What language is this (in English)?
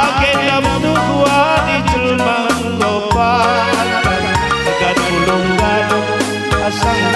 Batak Karo